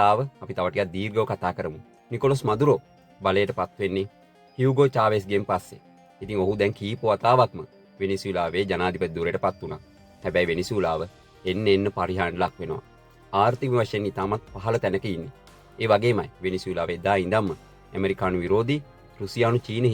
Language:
Sinhala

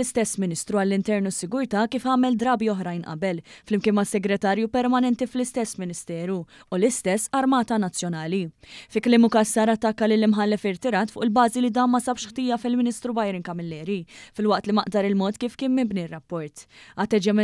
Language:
Maltese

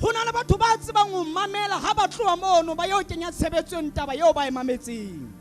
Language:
Southern Sotho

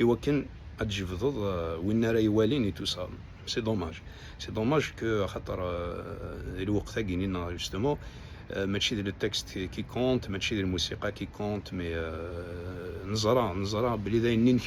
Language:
Kabyle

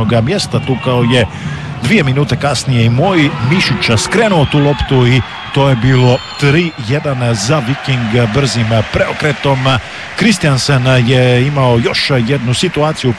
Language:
Croatian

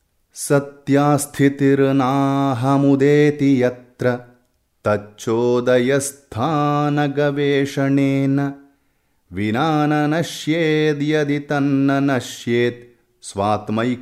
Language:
Sanskrit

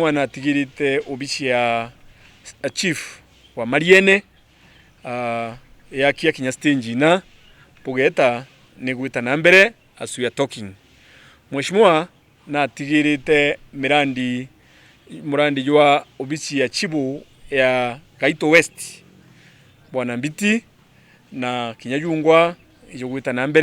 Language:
Meru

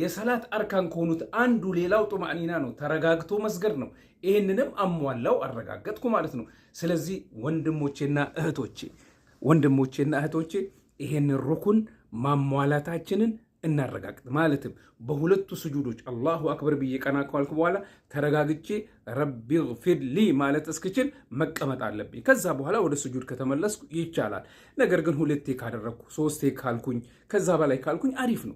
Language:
Amharic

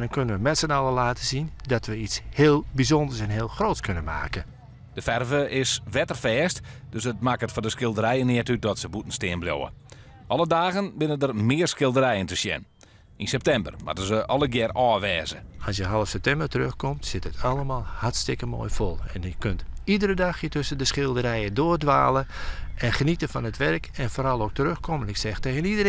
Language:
Western Frisian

